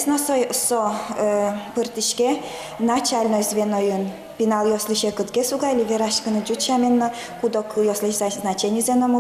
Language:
Udmurt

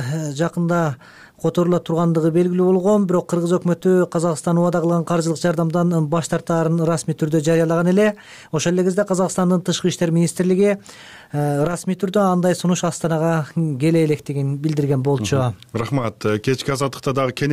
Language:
Kyrgyz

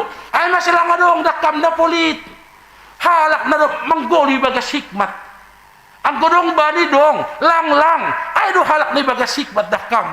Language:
Batak Simalungun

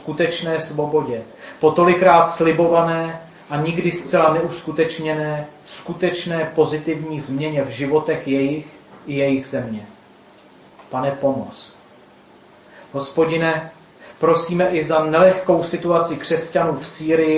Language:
Czech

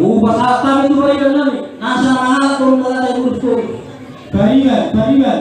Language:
Batak Toba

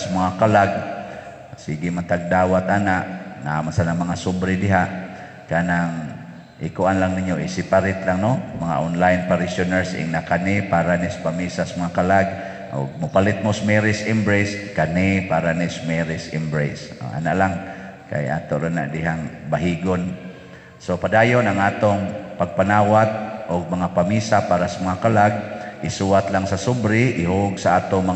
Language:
Cebuano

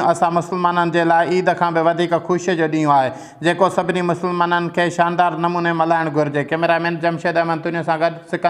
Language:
Sindhi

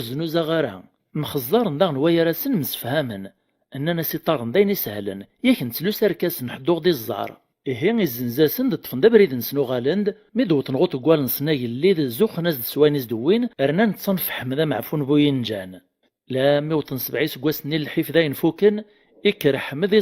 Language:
Kabyle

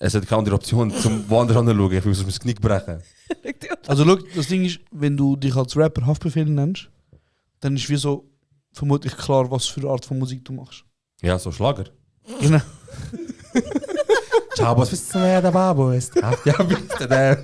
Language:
Swiss German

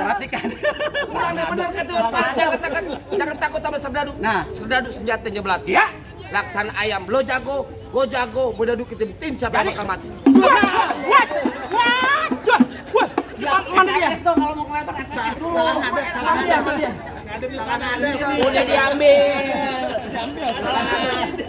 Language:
Betawi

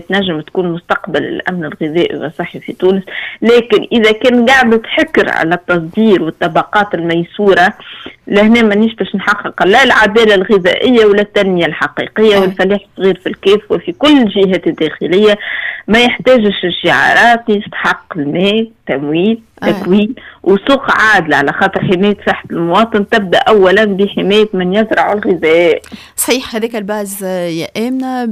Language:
Tunisian Arabic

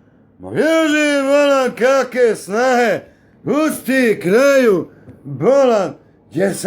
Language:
Bosnian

